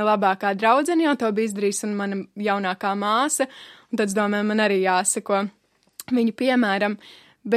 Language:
Latvian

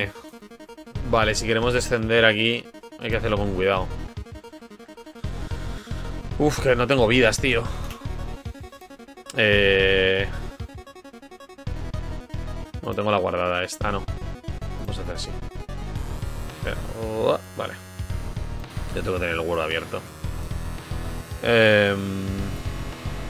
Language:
Spanish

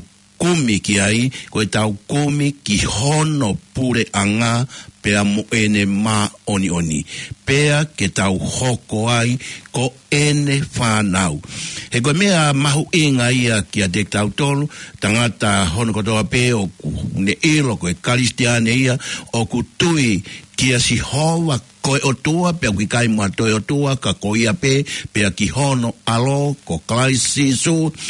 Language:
Tongan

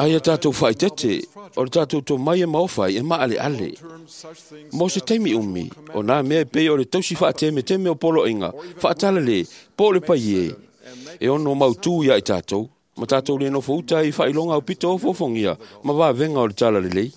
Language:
Samoan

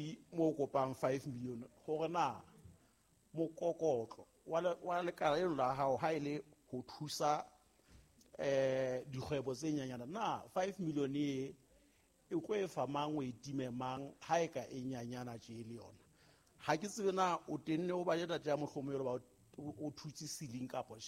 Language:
Southern Sotho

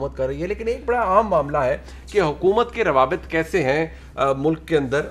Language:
Urdu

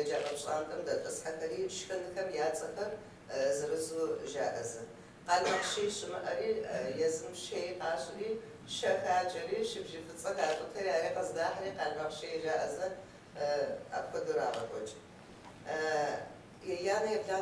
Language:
Kabardian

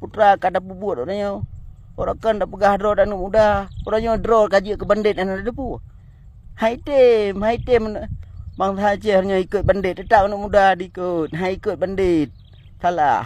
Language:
Achinese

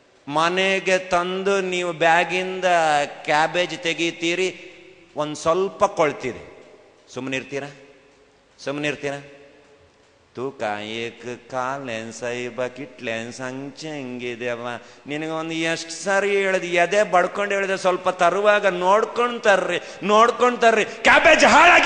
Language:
Kannada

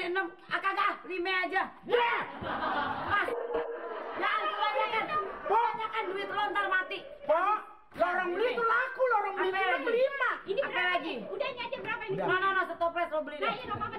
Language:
Betawi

